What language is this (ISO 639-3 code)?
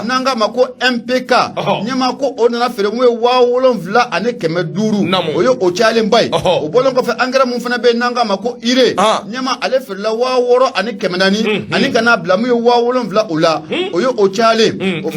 bam